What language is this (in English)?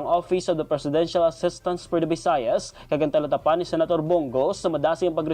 Hiligaynon